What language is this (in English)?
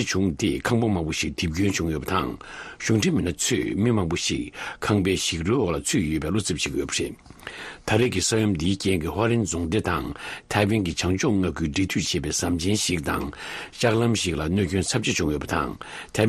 Tibetan